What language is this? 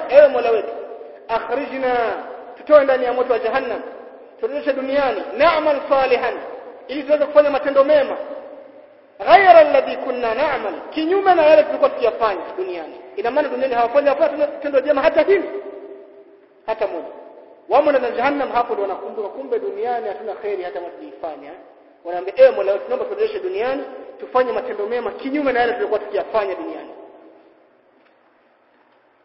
Swahili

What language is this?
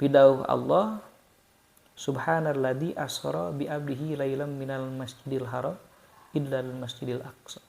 Sundanese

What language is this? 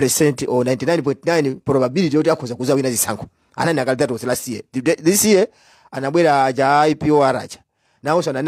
Nyanja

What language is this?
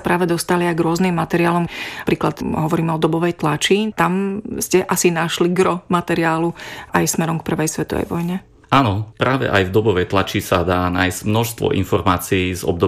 Slovak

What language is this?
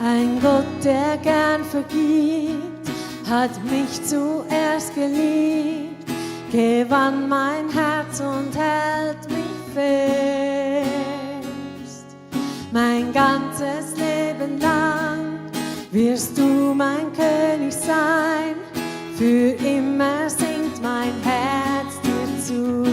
Swiss German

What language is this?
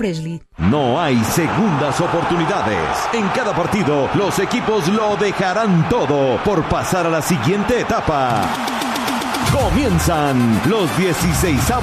Spanish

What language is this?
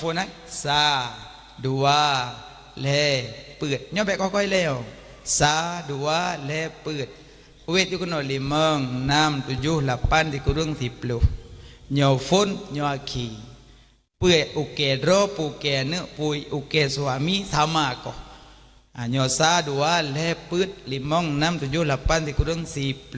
Achinese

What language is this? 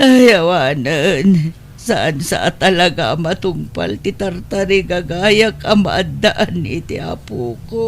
Iloko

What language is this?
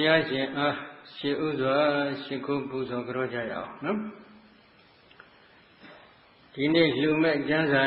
Burmese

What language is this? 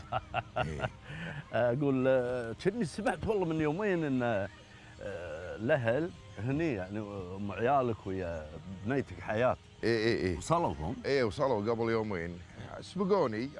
Gulf Arabic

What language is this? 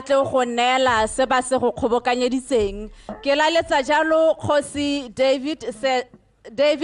Tswana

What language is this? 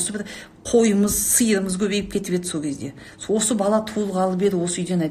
Kazakh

